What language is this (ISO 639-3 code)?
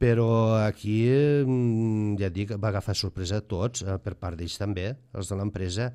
cat